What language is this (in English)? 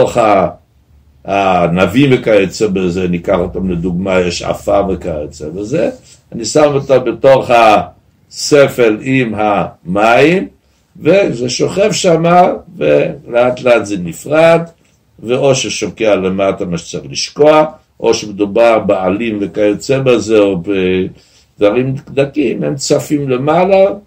Hebrew